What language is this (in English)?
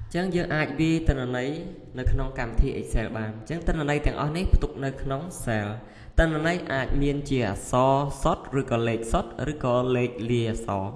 Khmer